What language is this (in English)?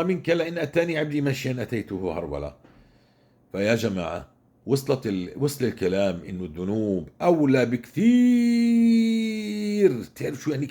North Levantine Arabic